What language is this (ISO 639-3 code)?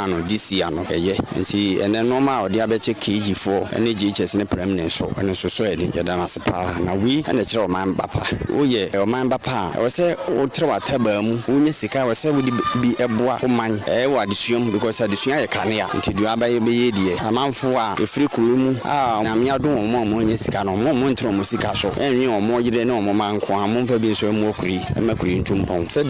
aka